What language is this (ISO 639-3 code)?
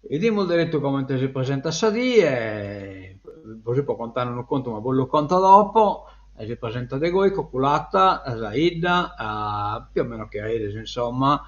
srd